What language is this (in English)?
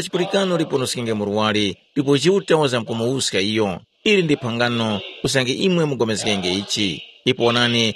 Tumbuka